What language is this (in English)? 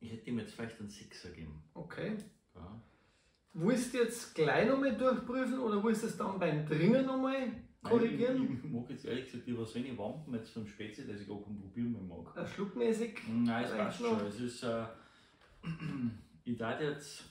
Bavarian